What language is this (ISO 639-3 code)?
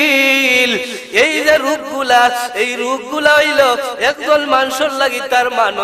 syl